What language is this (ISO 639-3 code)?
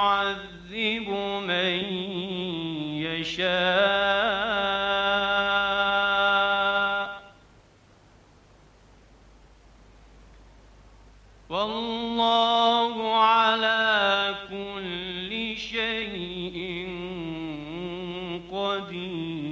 ben